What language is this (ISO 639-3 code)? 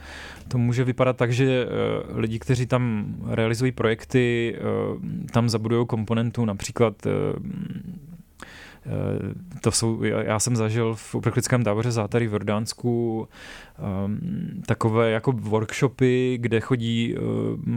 ces